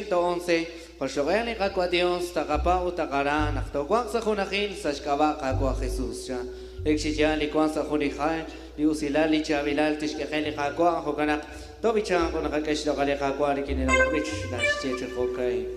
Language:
Kekchí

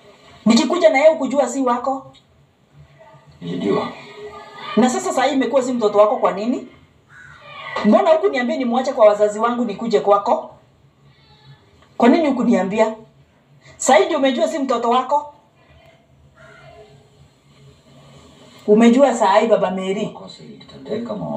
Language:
Swahili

